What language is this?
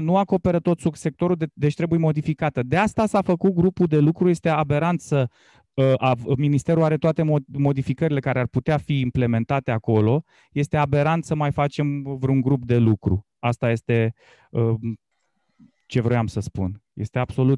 Romanian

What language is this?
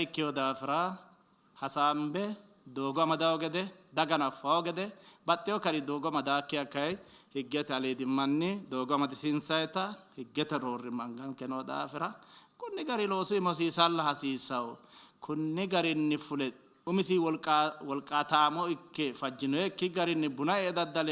Sidamo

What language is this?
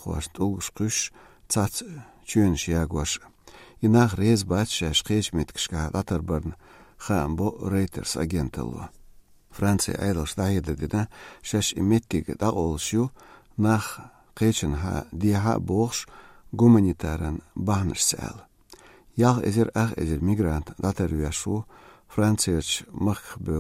Chechen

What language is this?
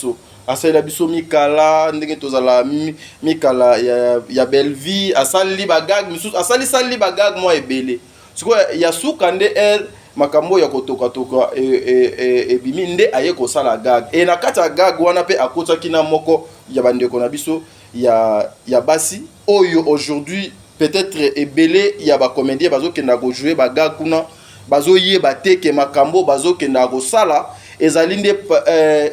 Lingala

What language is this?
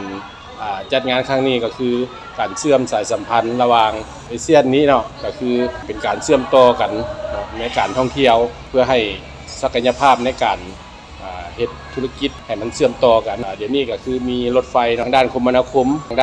Lao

